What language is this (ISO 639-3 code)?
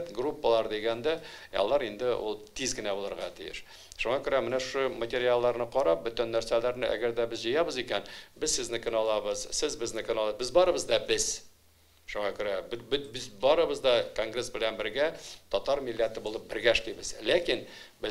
tat